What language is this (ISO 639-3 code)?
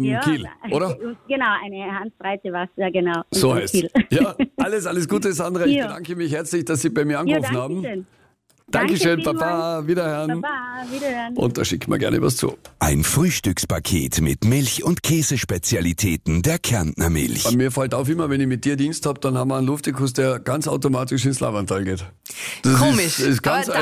deu